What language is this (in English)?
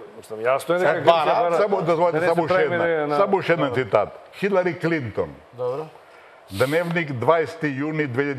Macedonian